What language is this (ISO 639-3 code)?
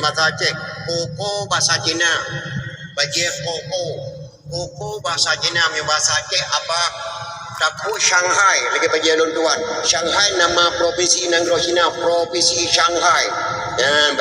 ace